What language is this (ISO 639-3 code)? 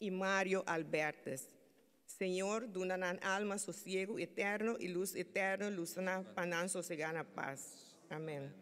pap